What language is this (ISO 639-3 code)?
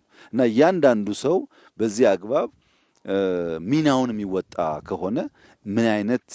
amh